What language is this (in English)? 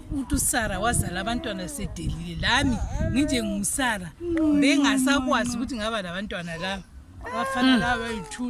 Zulu